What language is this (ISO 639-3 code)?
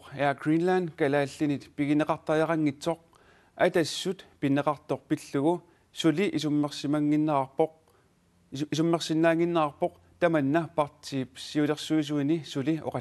kal